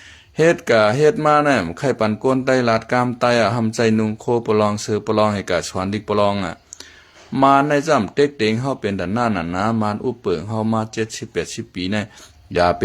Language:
Shan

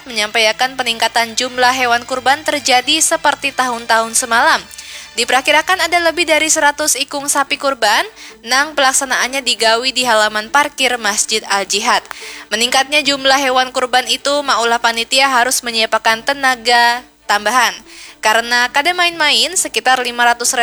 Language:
Banjar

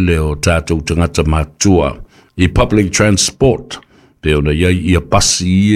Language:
Samoan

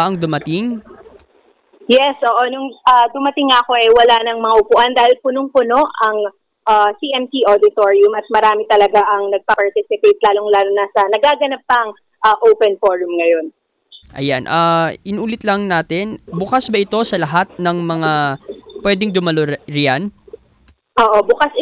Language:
Filipino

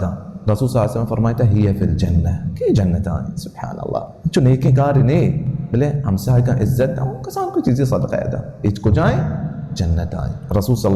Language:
Baluchi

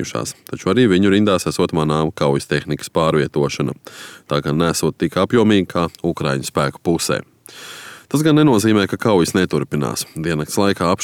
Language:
Latvian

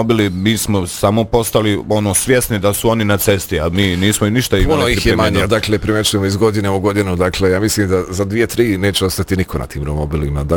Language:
Bosnian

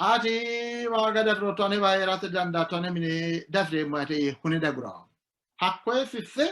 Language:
Sidamo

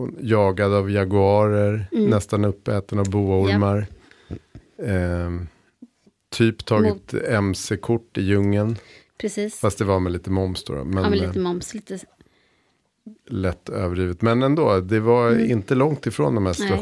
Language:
Swedish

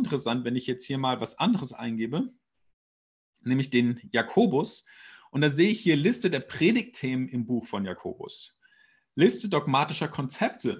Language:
German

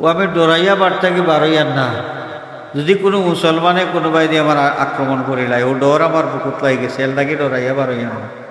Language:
Sylheti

